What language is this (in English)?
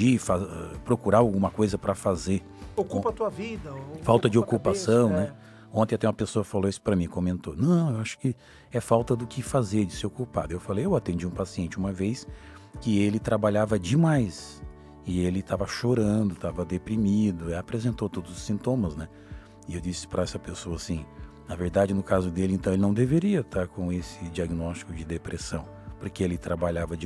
Portuguese